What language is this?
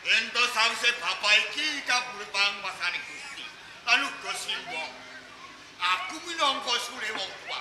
Javanese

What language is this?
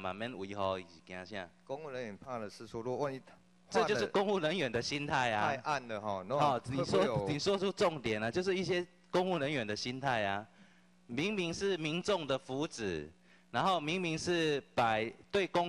Chinese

